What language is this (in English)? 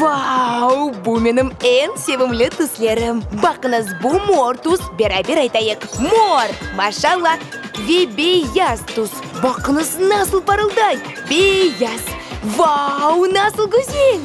Crimean Tatar